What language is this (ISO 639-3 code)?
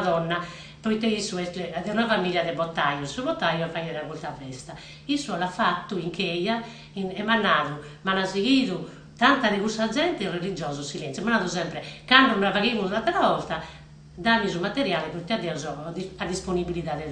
srd